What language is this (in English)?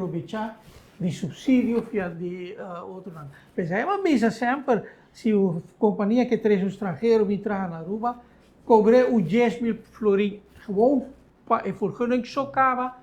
Papiamento